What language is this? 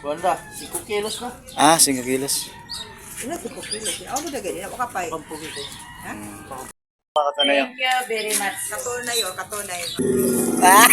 Cebuano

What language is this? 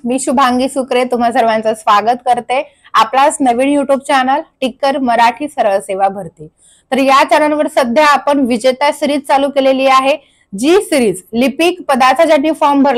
Marathi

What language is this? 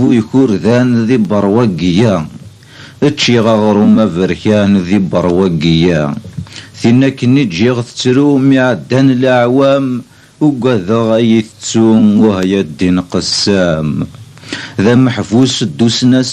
Kabyle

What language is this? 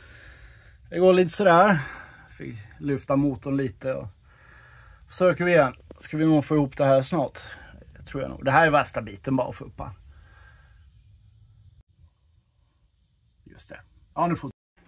Swedish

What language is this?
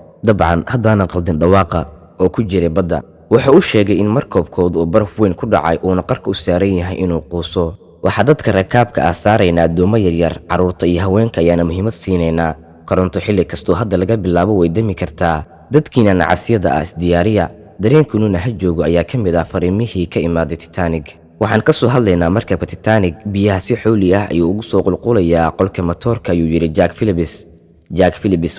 Somali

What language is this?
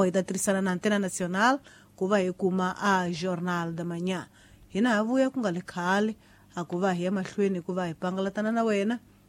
Tsonga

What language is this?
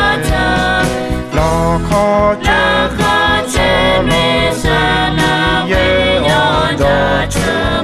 Akha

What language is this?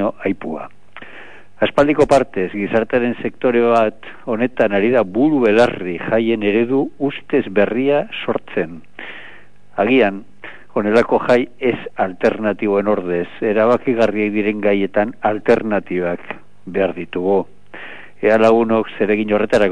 Basque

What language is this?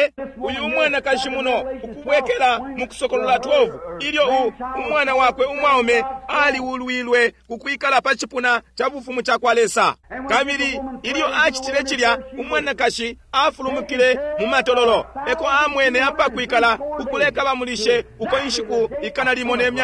Bemba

